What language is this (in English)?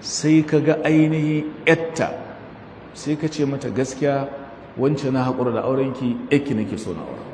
Hausa